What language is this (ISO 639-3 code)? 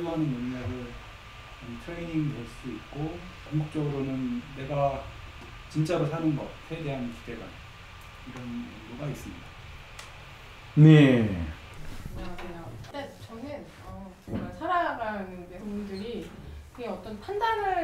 kor